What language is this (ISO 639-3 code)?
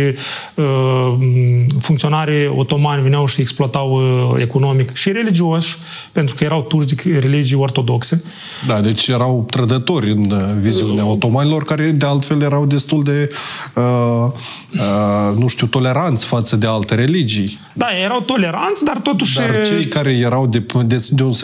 ron